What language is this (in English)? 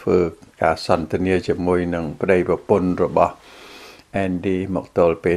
Khmer